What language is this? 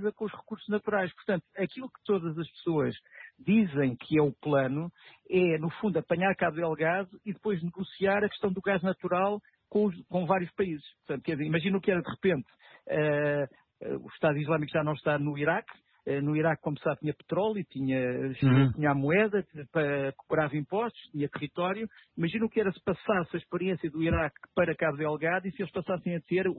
Portuguese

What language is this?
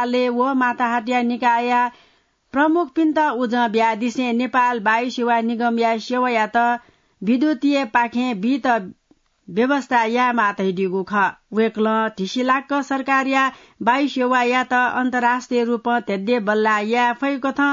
Newari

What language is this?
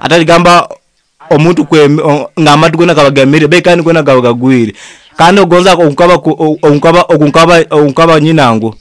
Nyoro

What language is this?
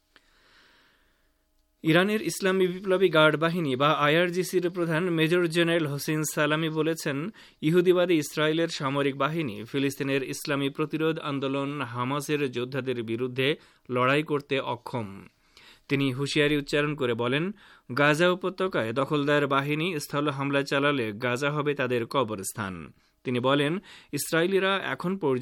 Bangla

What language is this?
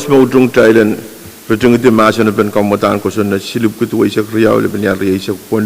Pohnpeian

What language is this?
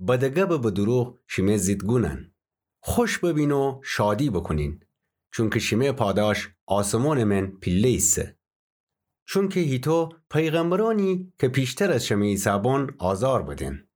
Gilaki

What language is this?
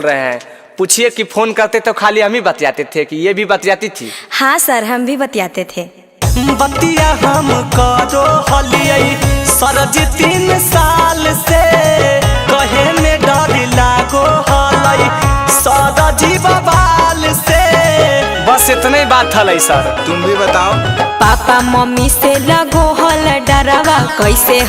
Magahi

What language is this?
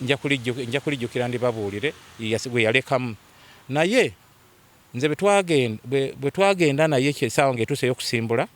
Ganda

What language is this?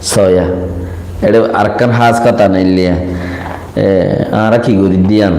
Rohingya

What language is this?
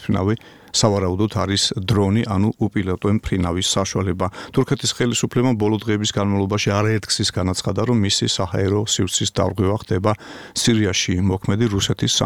Georgian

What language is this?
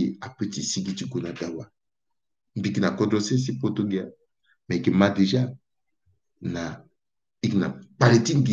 Sango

